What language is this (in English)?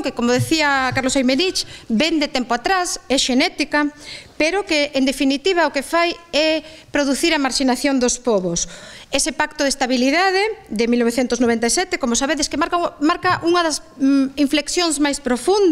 Galician